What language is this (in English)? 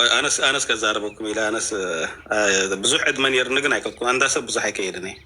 Tigrinya